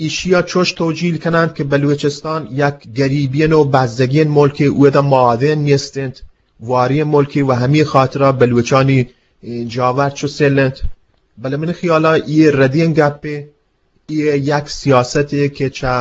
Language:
Eastern Balochi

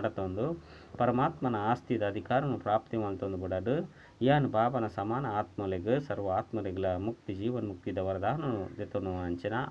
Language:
Tulu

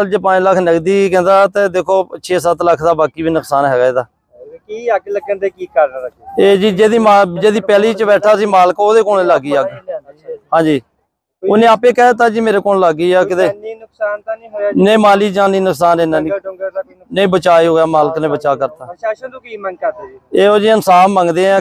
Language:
Punjabi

